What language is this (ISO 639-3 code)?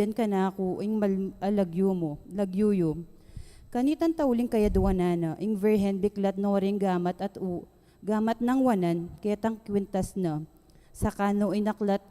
pam